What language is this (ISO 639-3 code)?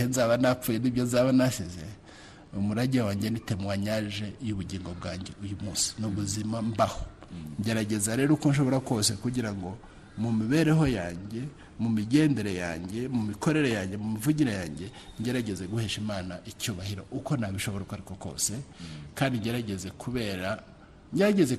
kin